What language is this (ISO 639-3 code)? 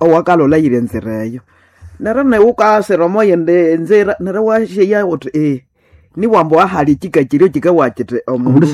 nnb